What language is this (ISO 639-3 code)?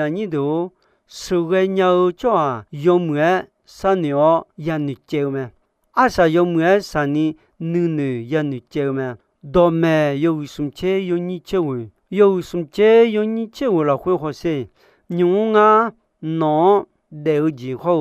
ahk